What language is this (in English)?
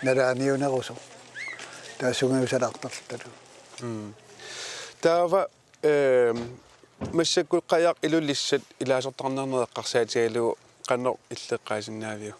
Kalaallisut